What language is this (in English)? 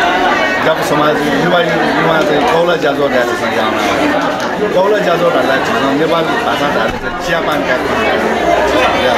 Newari